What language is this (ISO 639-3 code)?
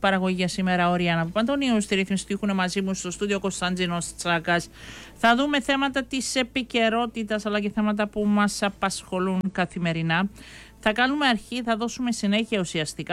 ell